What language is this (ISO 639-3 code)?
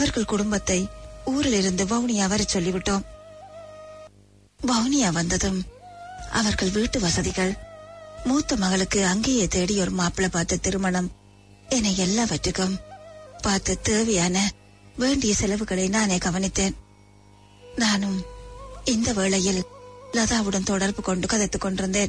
tam